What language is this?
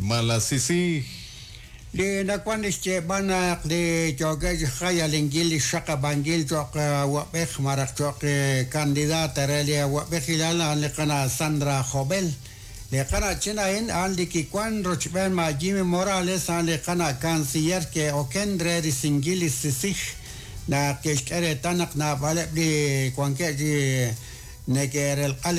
Kekchí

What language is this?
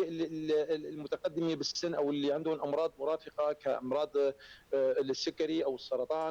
North Levantine Arabic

